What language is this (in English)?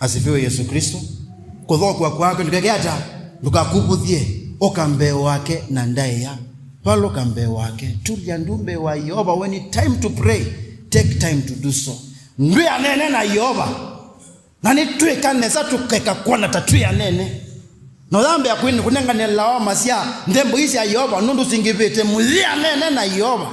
Kamba